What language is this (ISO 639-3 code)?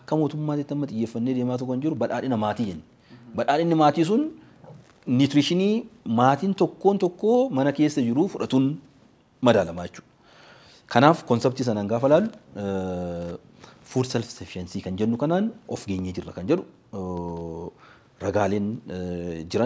orm